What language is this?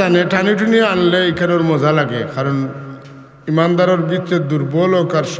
Sylheti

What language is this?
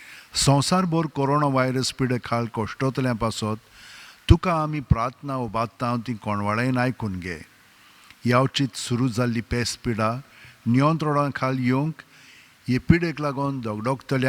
Konkani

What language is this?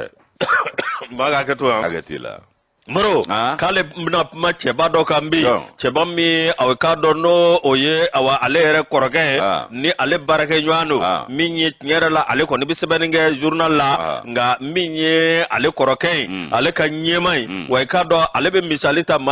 Bambara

